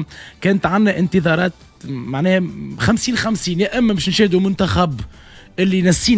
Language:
Tunisian Arabic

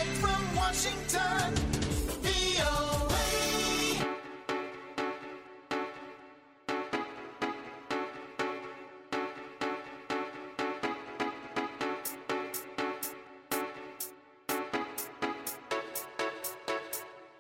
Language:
Indonesian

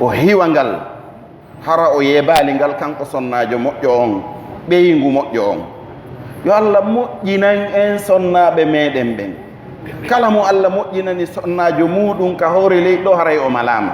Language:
Pular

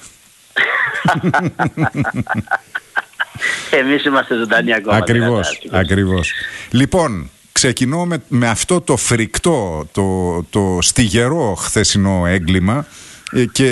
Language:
Greek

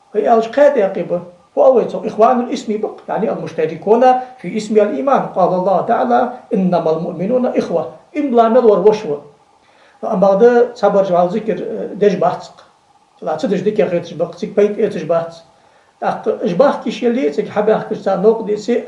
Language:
Ingush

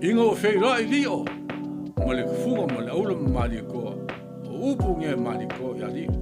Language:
Samoan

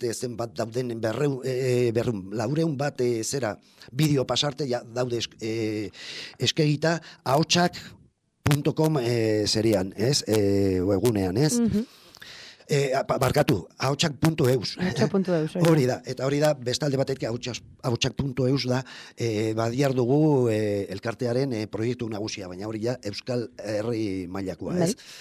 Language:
Basque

